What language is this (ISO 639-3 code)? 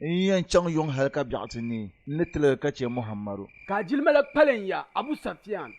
dag